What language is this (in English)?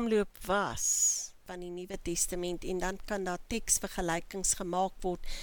Afrikaans